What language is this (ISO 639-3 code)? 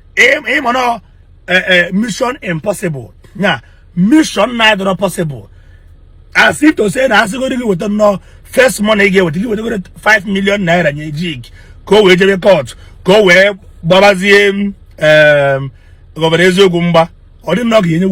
ibo